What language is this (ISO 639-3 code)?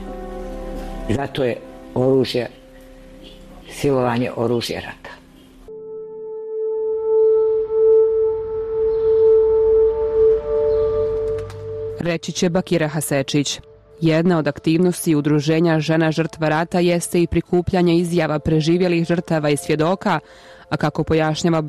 bos